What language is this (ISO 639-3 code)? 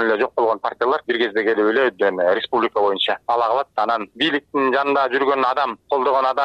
kir